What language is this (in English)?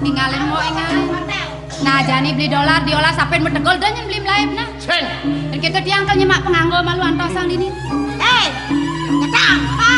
Balinese